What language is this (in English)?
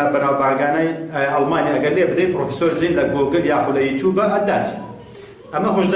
Central Kurdish